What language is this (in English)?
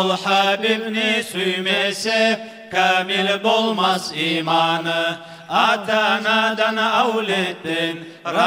Kumyk